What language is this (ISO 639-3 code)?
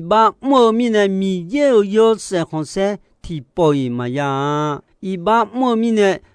ahk